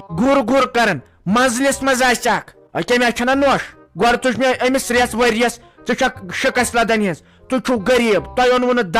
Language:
Kashmiri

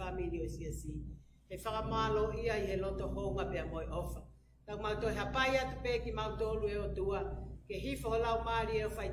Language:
Tongan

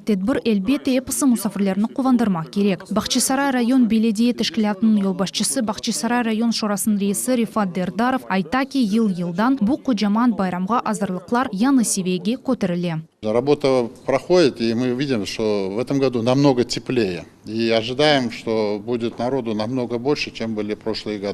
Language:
Crimean Tatar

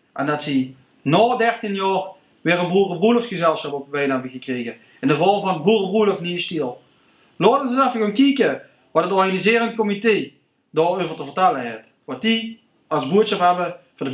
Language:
Limburgish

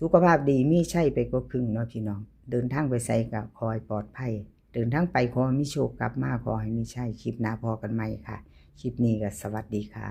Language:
Northeastern Thai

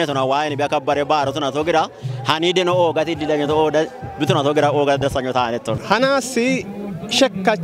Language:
Kafa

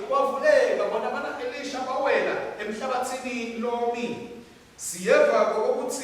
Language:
Swati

